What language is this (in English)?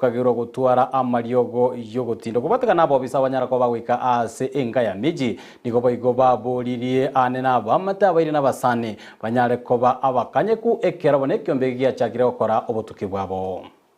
Gusii